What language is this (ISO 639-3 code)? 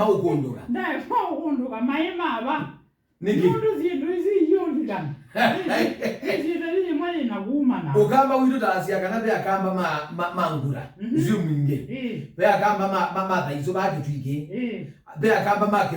kam